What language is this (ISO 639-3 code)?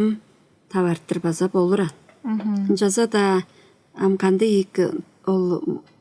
tyv